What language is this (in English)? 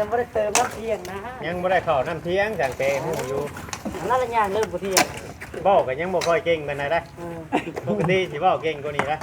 Northeastern Thai